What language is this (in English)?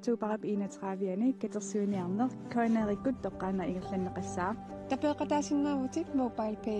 Kalaallisut